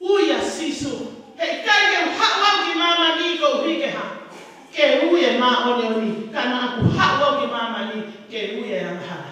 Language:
Tongan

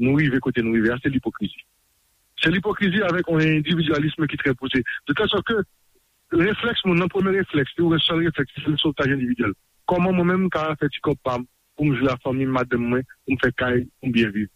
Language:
Haitian Creole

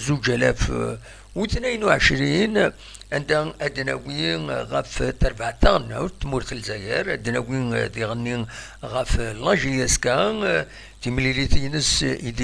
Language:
Kabyle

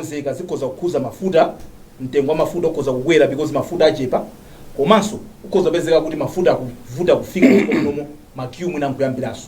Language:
Nyanja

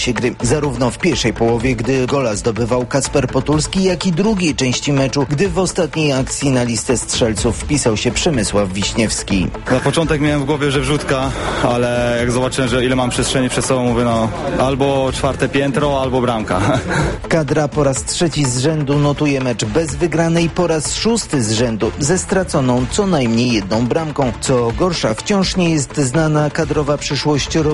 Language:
Polish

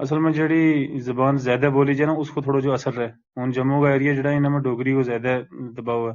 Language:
Gujari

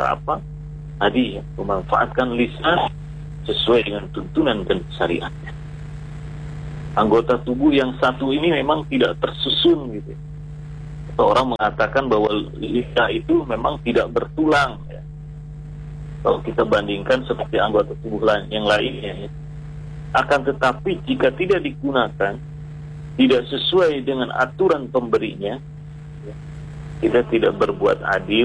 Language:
Indonesian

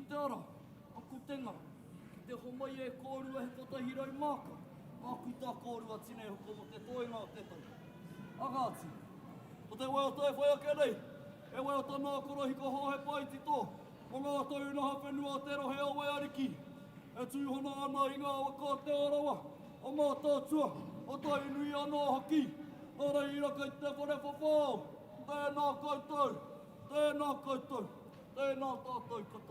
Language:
Māori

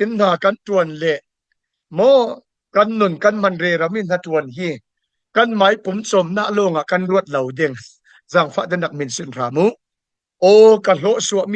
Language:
Falam Chin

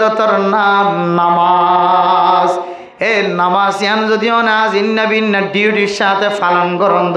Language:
Rohingya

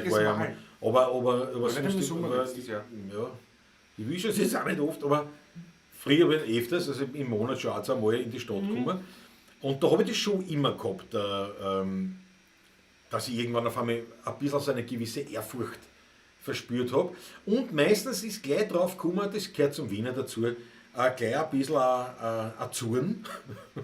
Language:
Bavarian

